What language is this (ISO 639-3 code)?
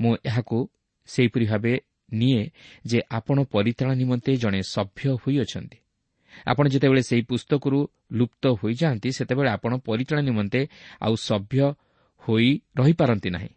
ori